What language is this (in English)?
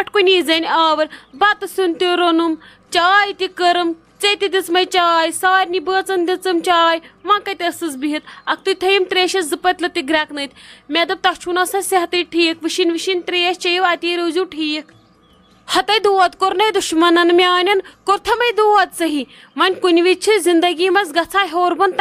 Kashmiri